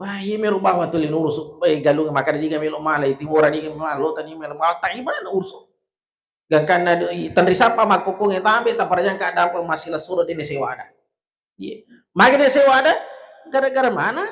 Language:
Buginese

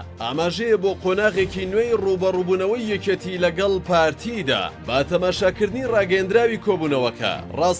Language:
Central Kurdish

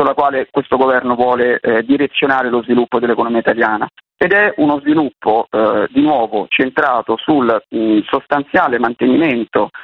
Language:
Italian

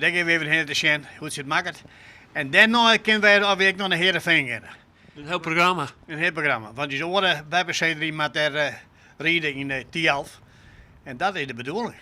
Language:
Western Frisian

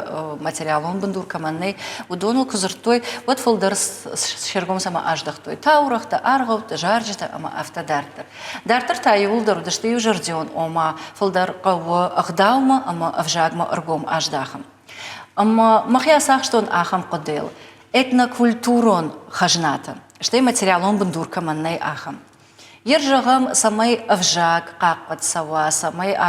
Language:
Ossetic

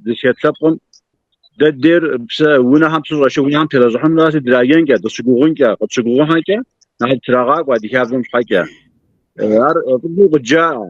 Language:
Kabardian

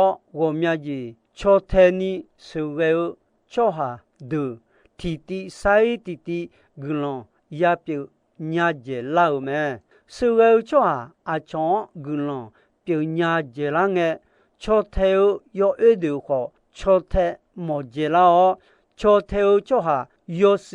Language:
Akha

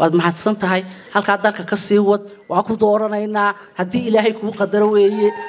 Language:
Somali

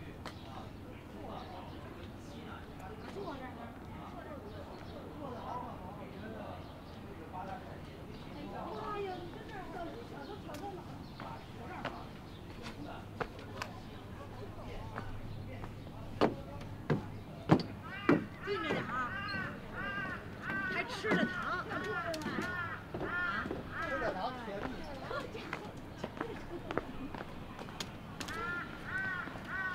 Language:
Chinese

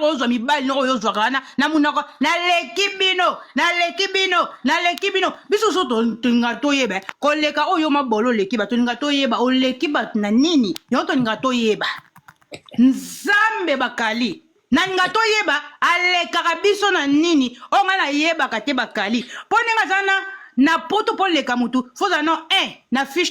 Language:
Lingala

